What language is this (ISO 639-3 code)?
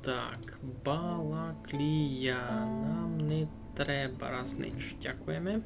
rue